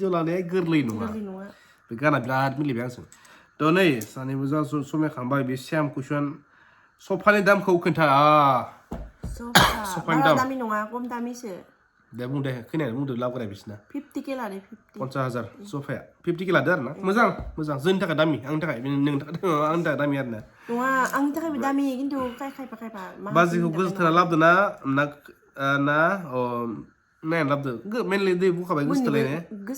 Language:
Bodo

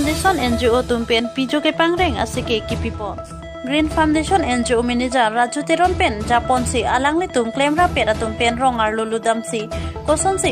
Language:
Karbi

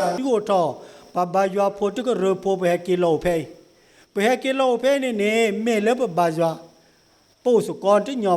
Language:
S'gaw Karen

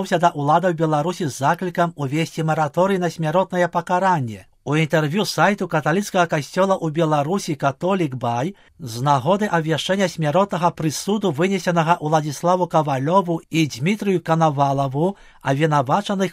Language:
Belarusian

